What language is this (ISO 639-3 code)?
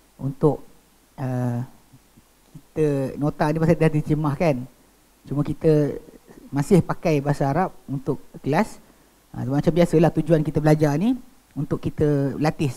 msa